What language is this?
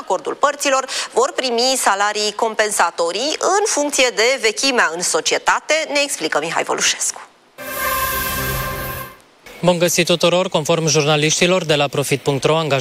Romanian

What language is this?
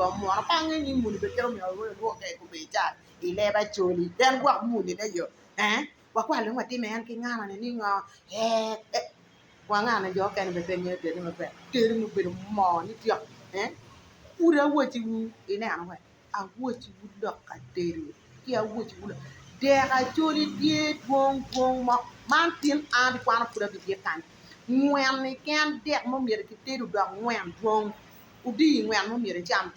Acoli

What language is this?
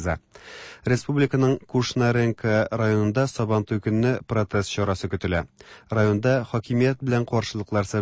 Tatar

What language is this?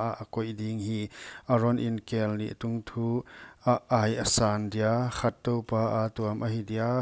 Paite Chin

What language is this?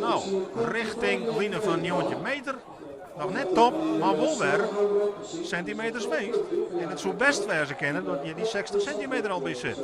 Western Frisian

